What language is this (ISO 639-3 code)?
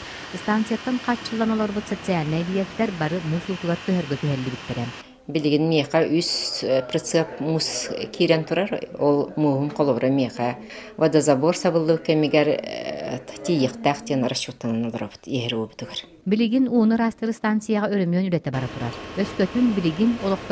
sah